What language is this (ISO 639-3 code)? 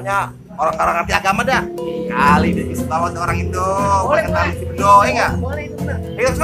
bew